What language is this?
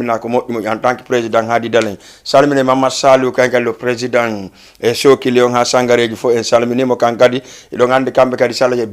Fula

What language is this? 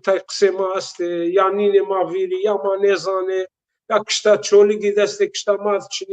Zaza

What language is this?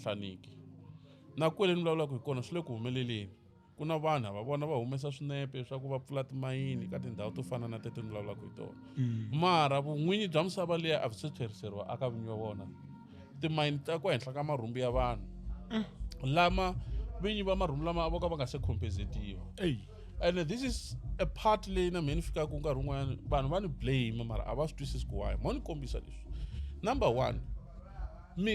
Tsonga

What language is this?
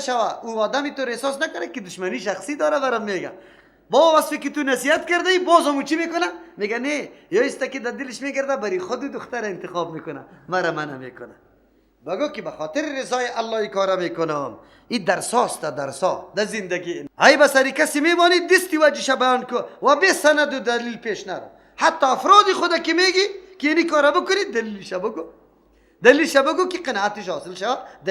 Persian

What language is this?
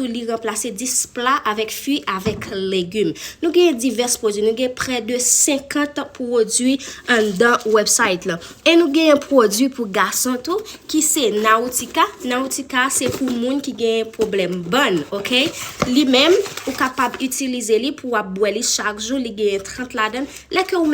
Haitian Creole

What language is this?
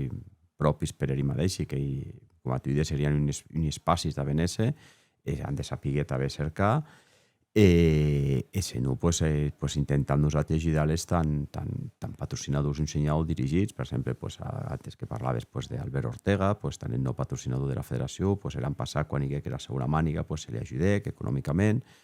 Occitan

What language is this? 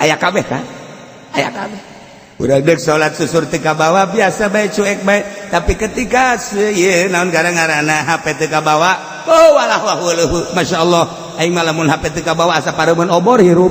Sundanese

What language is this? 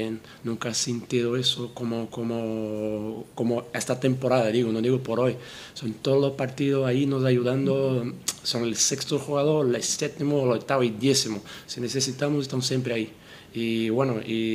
Spanish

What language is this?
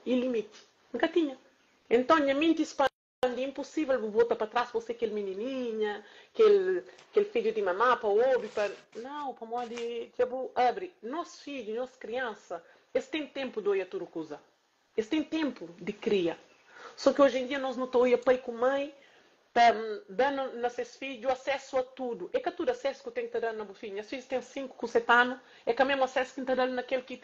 Kabuverdianu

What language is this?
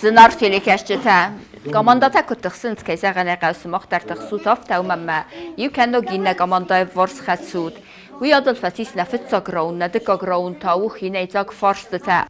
Ossetic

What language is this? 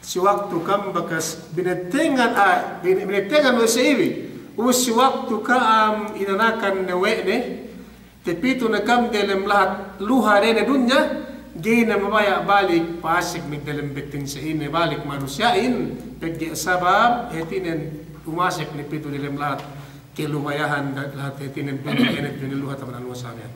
Yakan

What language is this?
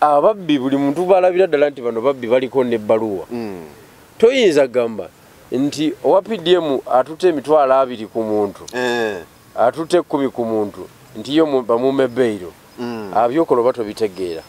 Ganda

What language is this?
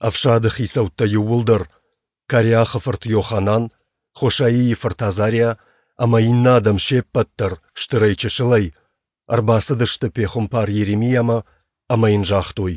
Ossetic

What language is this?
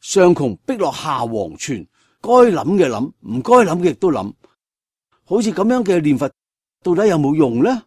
Cantonese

